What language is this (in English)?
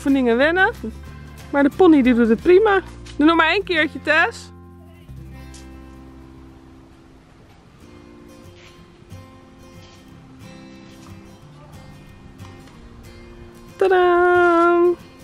Dutch